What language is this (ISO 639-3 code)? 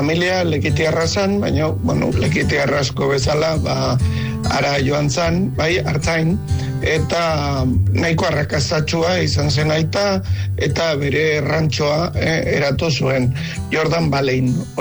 eus